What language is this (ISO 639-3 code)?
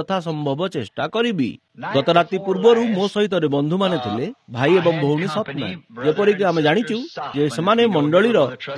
ori